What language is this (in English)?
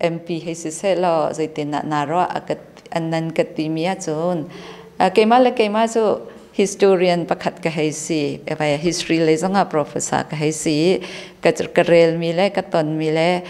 Hakha Chin